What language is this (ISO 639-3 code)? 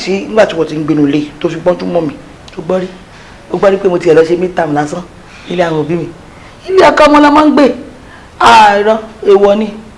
yor